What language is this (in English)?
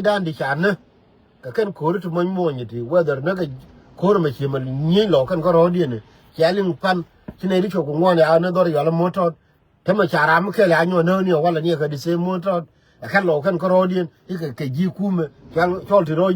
Nuer